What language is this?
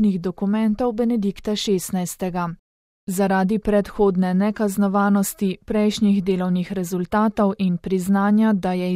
Slovenian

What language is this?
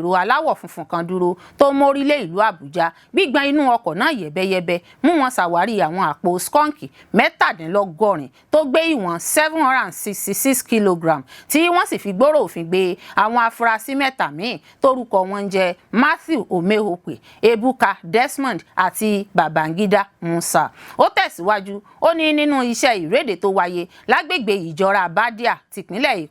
Yoruba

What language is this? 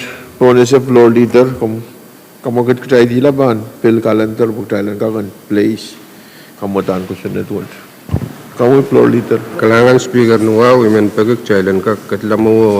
Pohnpeian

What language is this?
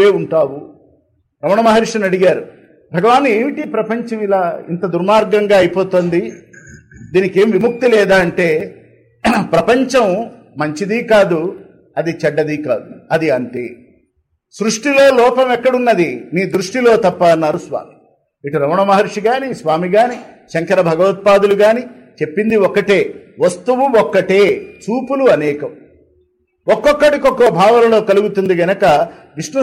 Telugu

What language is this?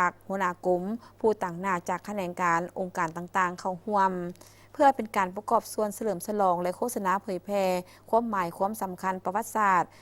Lao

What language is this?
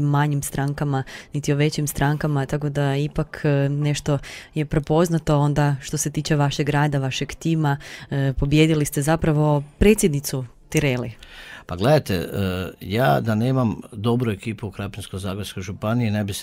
Croatian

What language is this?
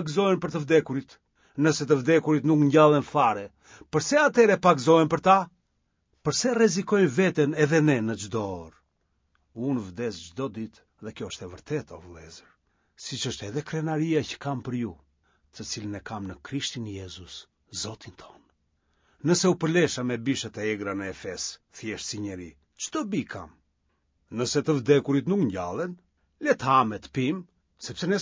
Albanian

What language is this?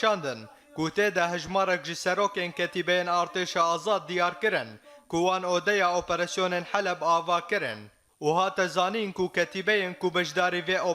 Kurdish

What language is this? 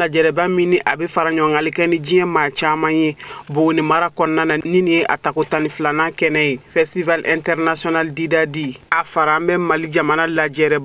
Bambara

